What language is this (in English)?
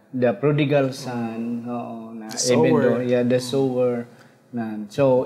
Hiligaynon